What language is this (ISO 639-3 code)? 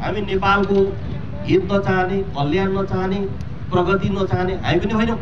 nep